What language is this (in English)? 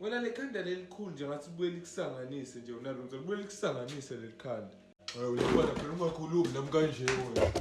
Zulu